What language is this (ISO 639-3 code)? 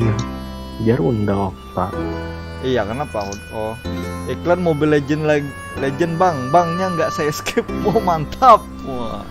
bjn